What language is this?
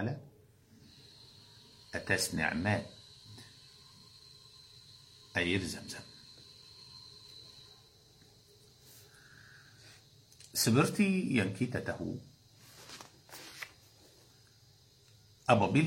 Malay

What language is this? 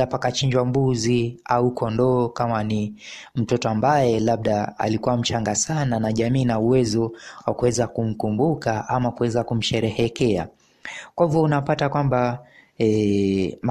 Swahili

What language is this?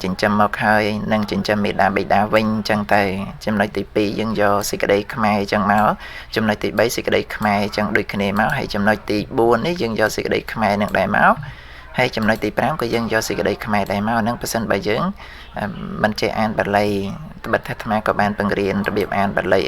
Khmer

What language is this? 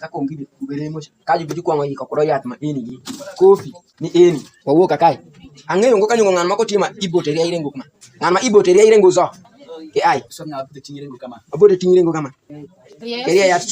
Alur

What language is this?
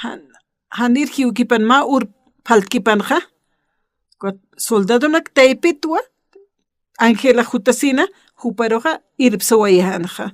Aymara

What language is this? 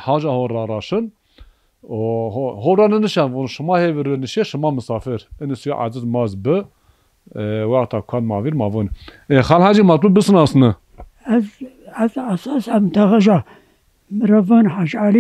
Zaza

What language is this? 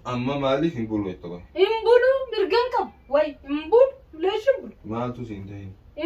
Oromo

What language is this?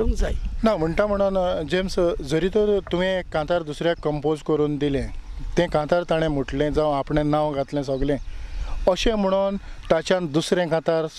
Konkani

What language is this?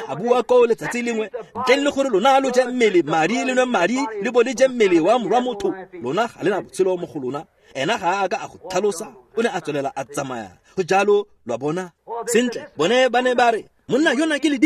Tswana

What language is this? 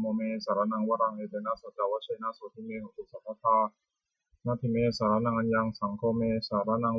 Pali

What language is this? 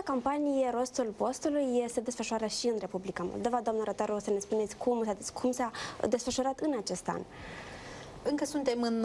Romanian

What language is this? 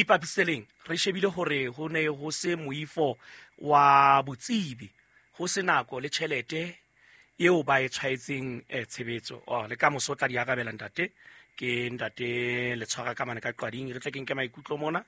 Southern Sotho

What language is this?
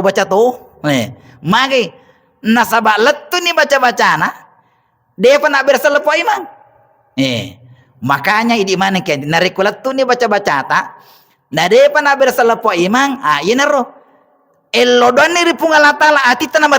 Buginese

